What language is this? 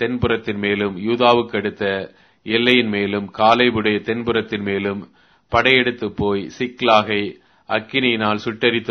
Tamil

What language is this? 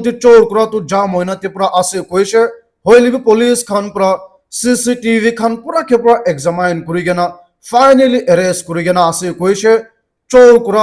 Naga Pidgin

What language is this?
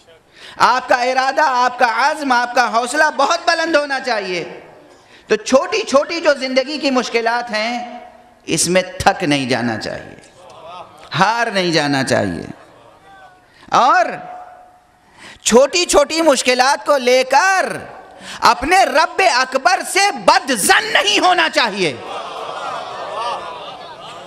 Urdu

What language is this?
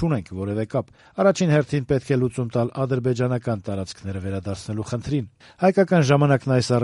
Armenian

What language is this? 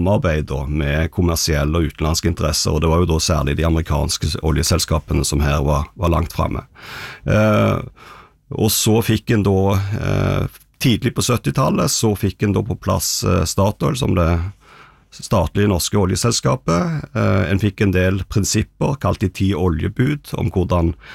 Norwegian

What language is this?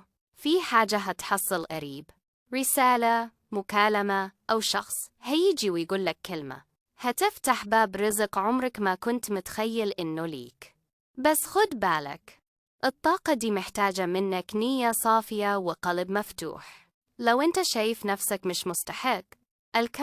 Egyptian Arabic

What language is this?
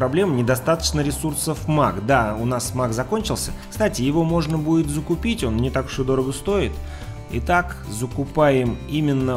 Russian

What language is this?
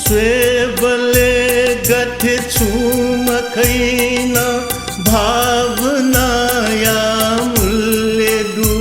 Newari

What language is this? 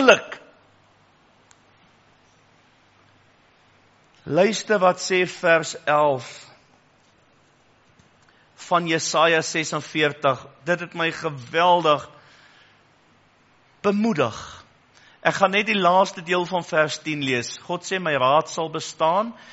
Afrikaans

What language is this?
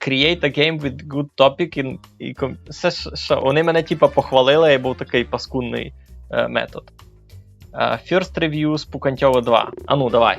Rusyn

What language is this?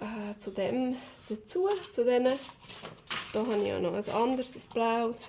Swiss German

